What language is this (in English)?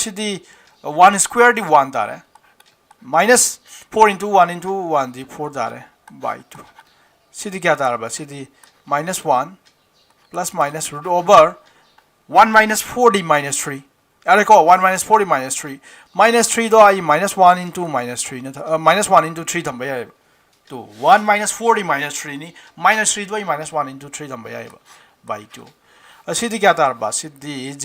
Manipuri